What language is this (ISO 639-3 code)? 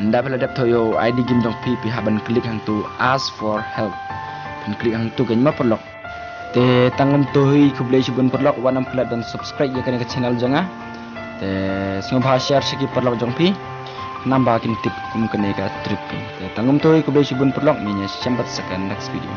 kha